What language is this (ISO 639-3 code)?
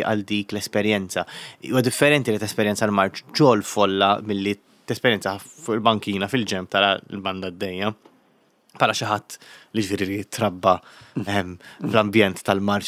mlt